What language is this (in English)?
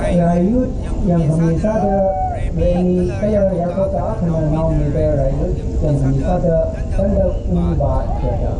Tangkhul Naga (India)